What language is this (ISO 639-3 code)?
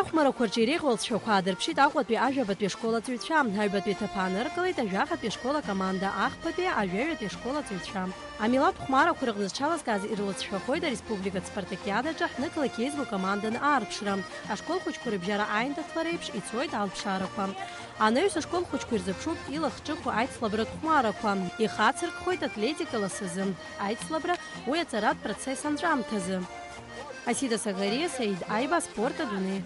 abk